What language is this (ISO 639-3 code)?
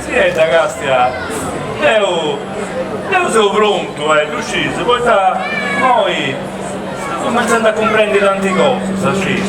srd